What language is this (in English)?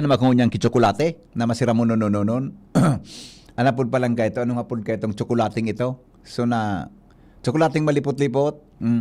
Bikol